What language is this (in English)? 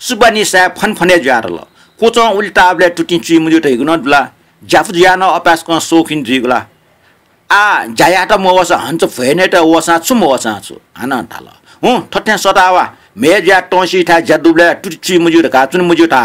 Newari